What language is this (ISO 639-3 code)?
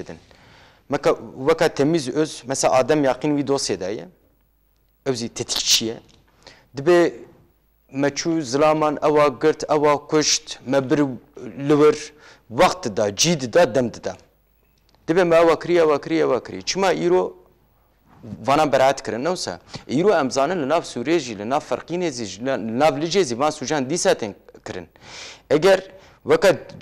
kur